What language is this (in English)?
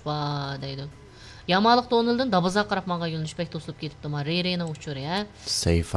Uyghur